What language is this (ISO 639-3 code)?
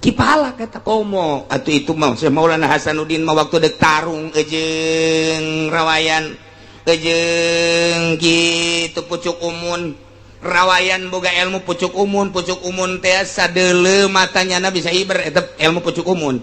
sun